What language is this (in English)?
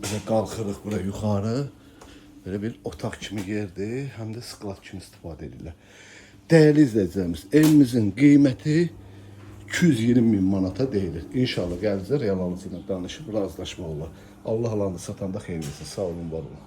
Azerbaijani